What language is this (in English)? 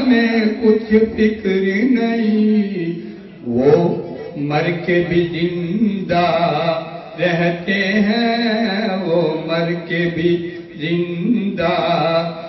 Urdu